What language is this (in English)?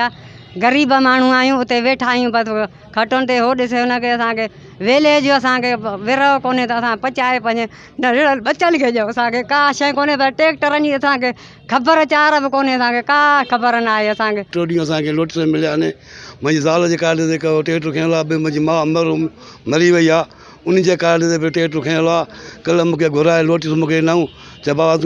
Sindhi